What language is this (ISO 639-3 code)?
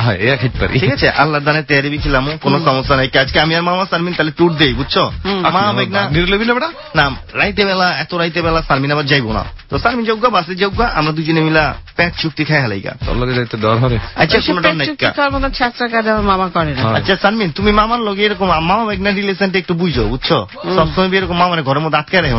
ben